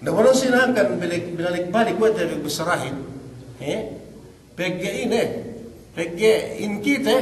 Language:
Yakan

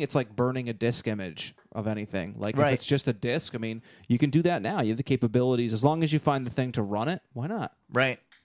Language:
English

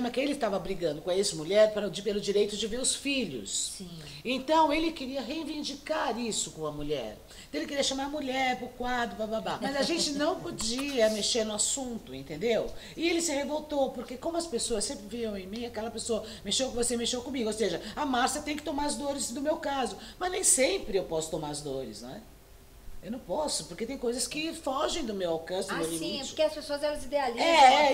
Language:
Portuguese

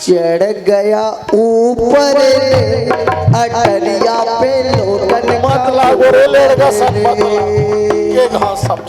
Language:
Chhattisgarhi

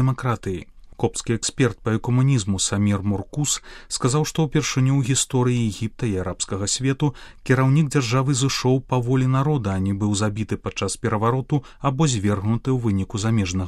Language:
Belarusian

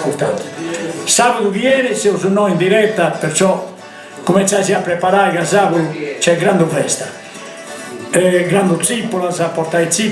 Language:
Sardinian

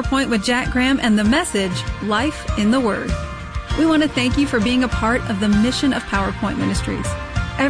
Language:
English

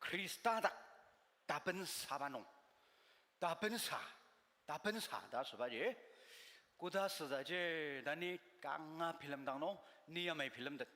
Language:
Ao Naga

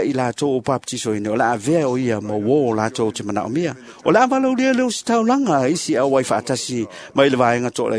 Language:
Samoan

